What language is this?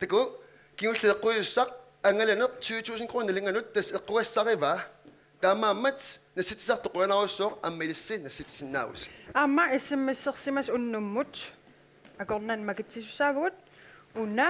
Kalaallisut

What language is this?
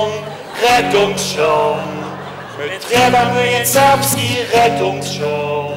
Upper Sorbian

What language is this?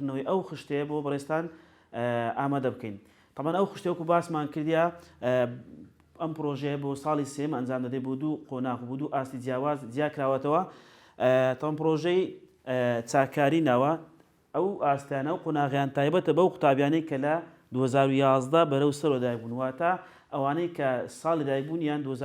Central Kurdish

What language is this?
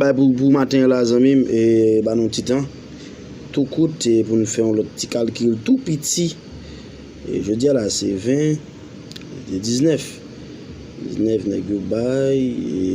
Haitian Creole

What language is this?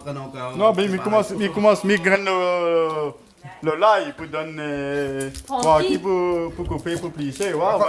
Réunion Creole French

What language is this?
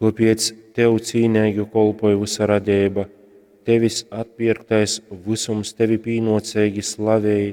Latgalian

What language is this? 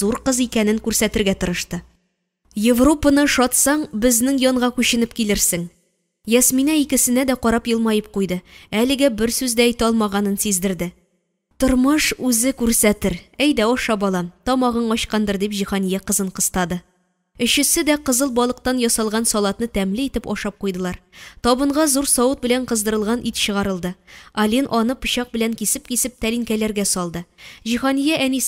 Tatar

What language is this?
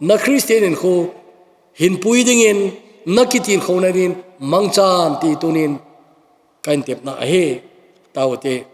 Thado Chin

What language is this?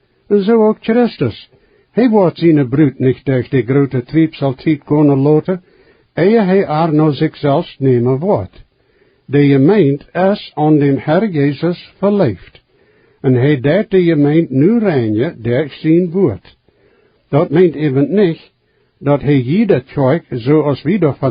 Plautdietsch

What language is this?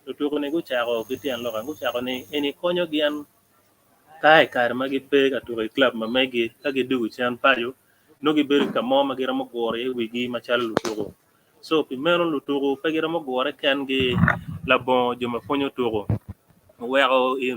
Acoli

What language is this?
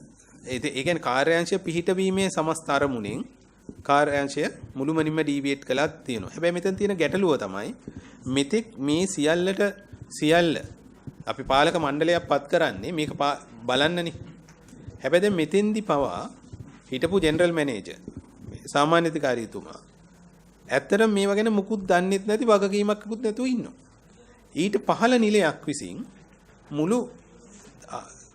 Sinhala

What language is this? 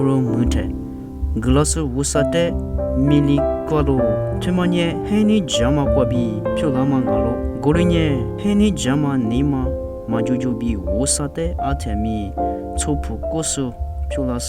Lisu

